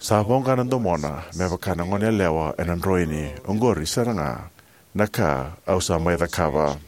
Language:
Fijian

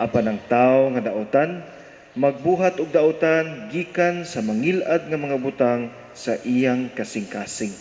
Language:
Cebuano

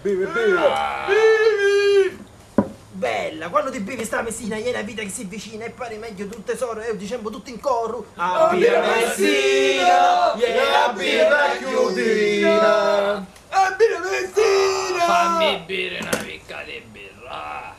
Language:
Sicilian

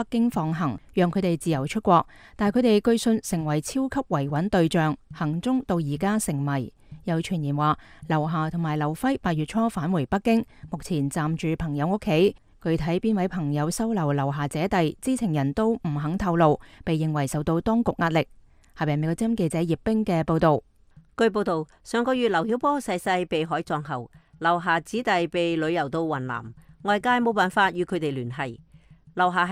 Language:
Cantonese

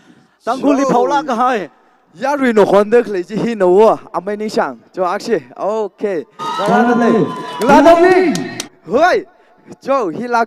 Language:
Tangkhul Naga (India)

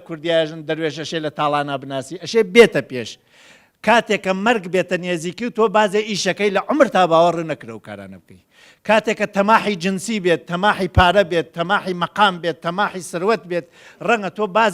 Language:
Central Kurdish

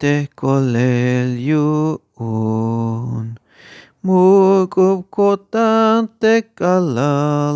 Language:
Tzeltal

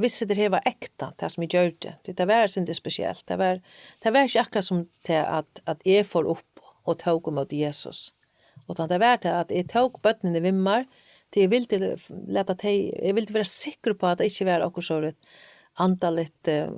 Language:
Faroese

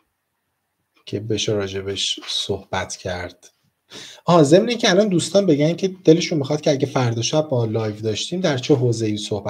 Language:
Persian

